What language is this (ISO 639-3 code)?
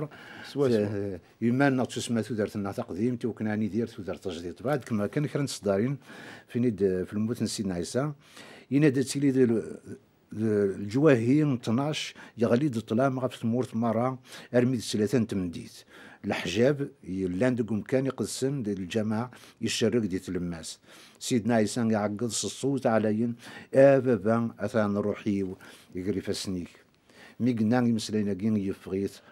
kab